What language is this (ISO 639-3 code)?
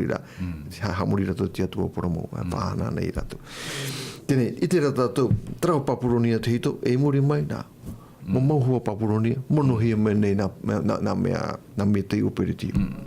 tah